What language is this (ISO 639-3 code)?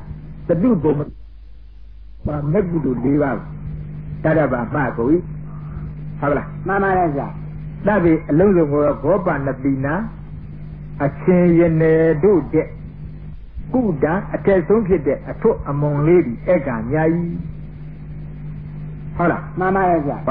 mya